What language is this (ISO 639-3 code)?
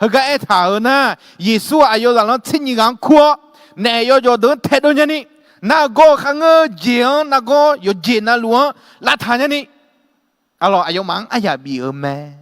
ahk